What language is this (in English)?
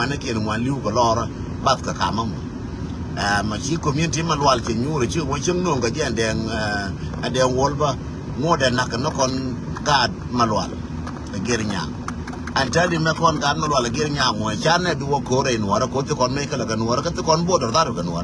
Nuer